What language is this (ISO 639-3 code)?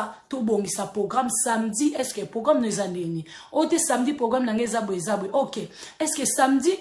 lin